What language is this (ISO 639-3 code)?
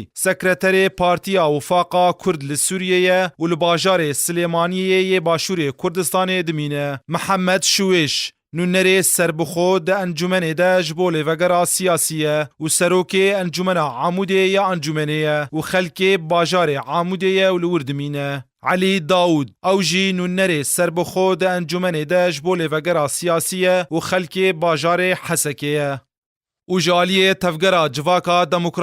kur